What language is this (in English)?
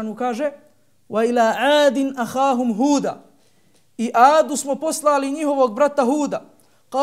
Bosnian